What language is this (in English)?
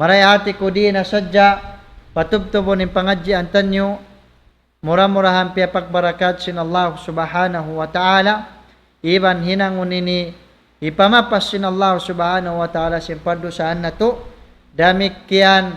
Tausug